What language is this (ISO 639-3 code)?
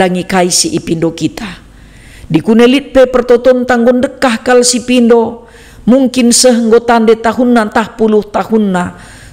btx